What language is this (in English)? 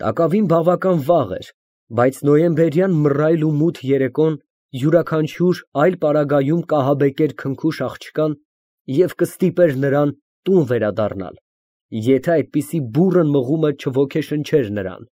Armenian